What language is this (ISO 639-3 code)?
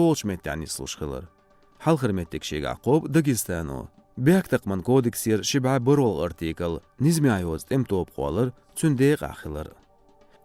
che